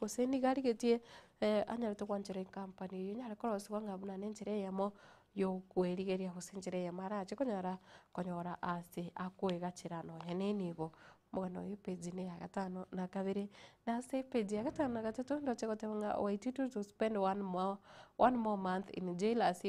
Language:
Gusii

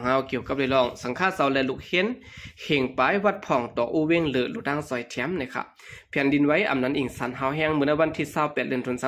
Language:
Shan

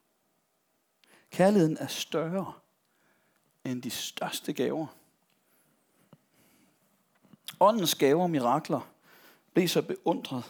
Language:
Danish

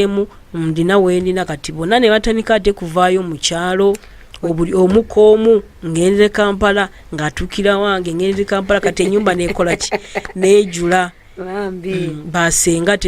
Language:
Ganda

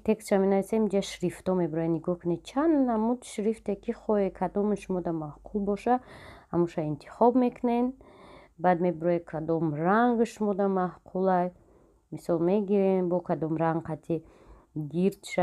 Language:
Tajik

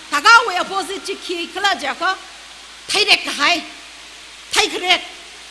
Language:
Tangkhul Naga (India)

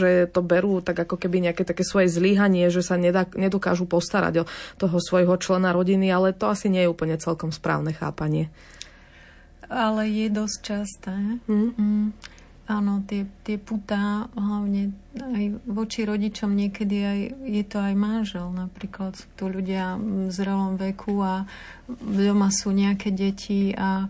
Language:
Slovak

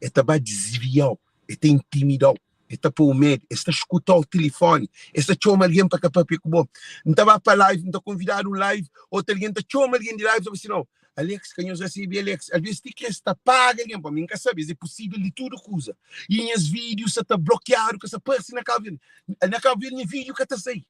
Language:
Kabuverdianu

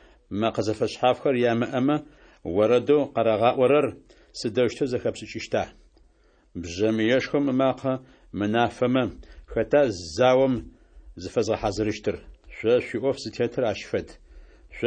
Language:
Adyghe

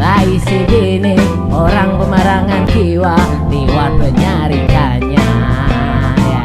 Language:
Banjar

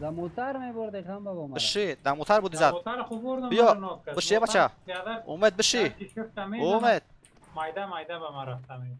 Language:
Persian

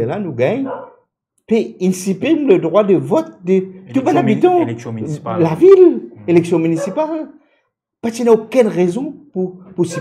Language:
Morisyen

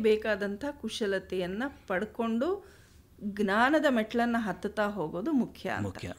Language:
Kannada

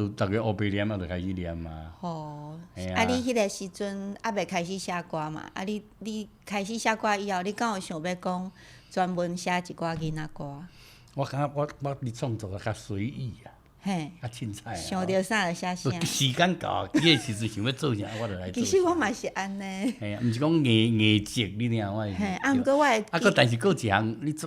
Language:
Min Nan Chinese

